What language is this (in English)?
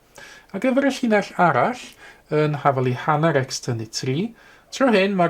Welsh